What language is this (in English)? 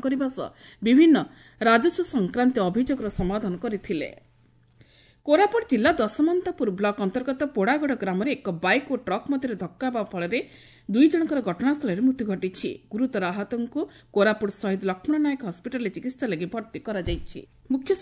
Odia